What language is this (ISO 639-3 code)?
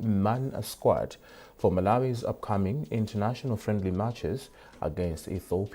eng